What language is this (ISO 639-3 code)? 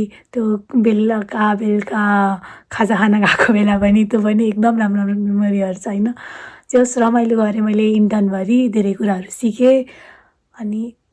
nep